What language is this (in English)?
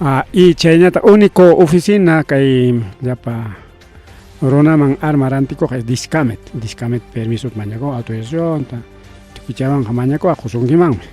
Ayacucho Quechua